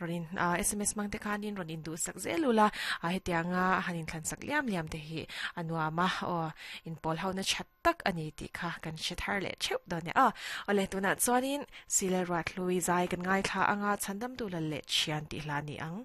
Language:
Mizo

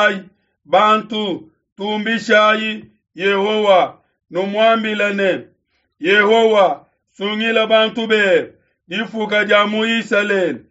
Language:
Luba-Lulua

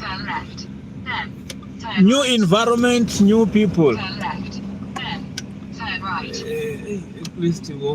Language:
Venda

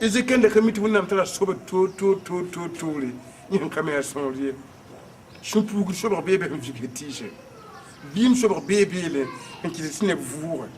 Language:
Mossi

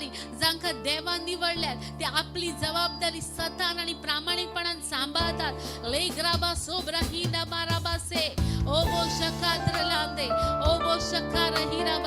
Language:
Konkani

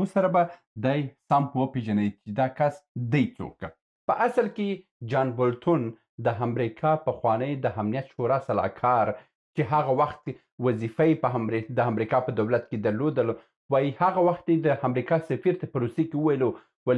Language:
Pashto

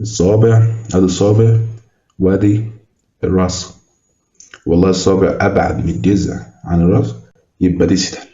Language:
Egyptian Arabic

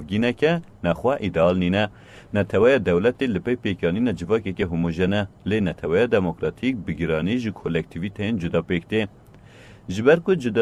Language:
Kurdish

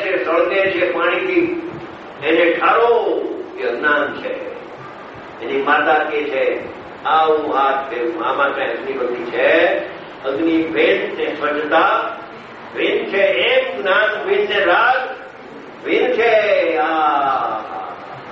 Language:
Gujarati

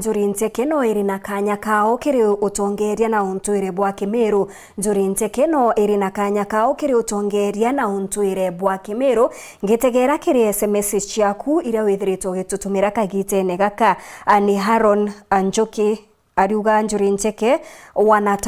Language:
Meru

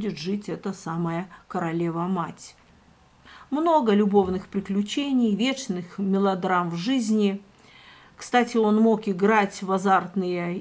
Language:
Russian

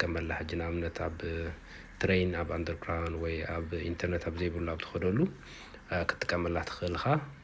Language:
Tigrinya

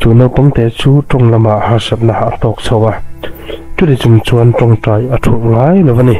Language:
Mizo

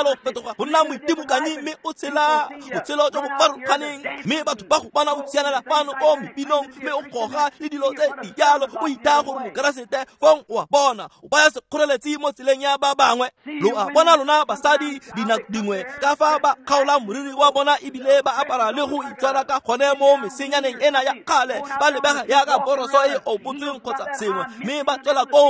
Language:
Tswana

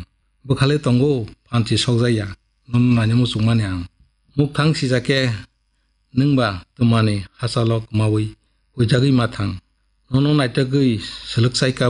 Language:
Kok Borok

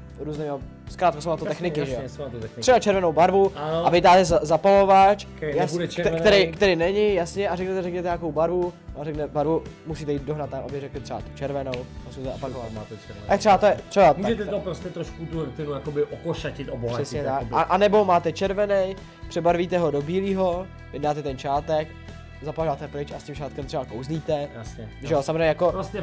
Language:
Czech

